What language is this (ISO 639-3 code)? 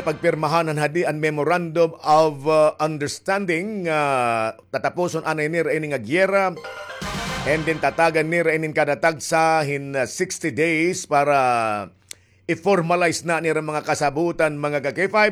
war